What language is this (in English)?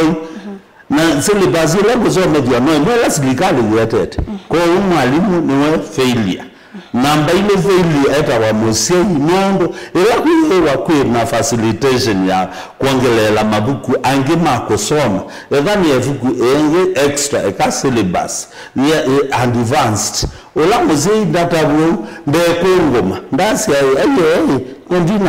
Kamba